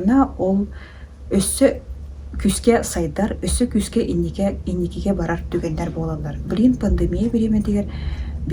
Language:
Yakut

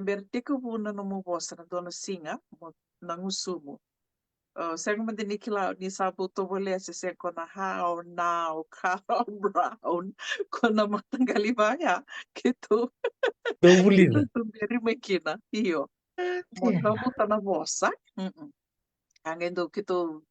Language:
Fijian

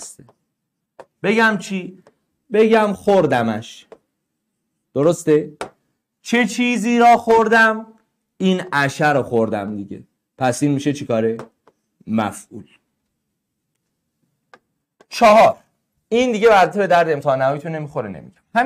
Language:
Persian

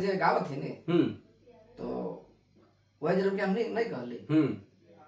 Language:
Sadri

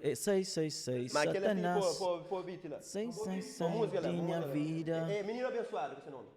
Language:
Kabuverdianu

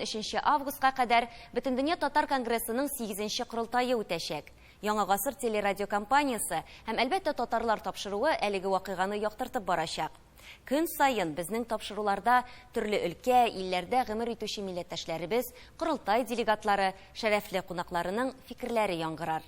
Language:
Tatar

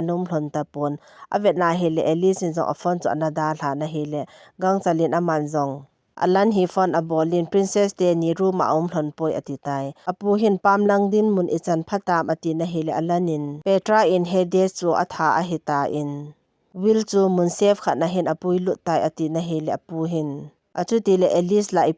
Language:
Thado Chin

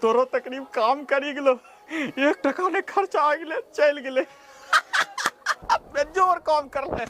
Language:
Angika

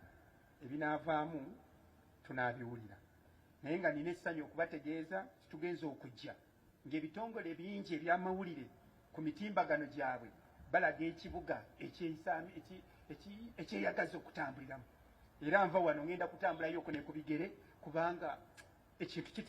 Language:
Ganda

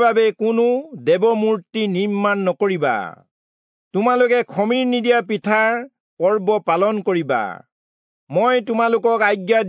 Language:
Assamese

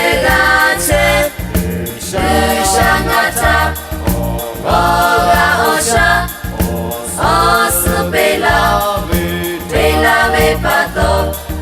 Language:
Lahu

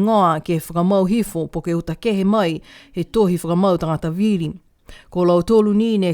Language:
Niuean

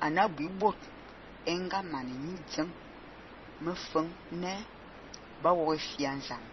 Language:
Fang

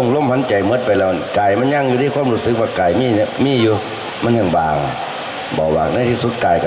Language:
Lao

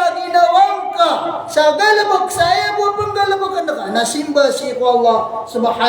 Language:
Maranao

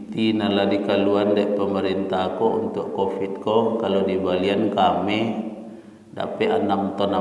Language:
Minangkabau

